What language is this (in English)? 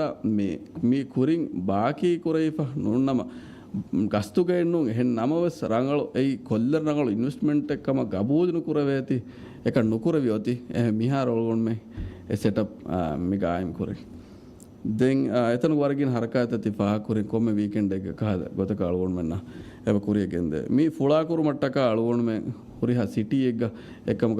Divehi